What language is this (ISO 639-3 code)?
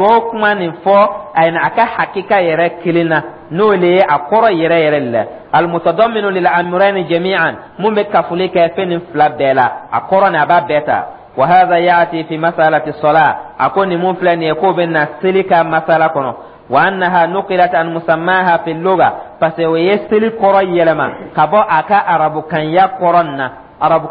dyu